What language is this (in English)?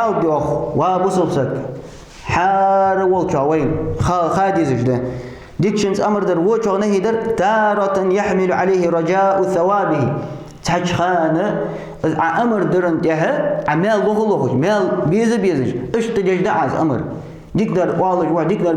Ingush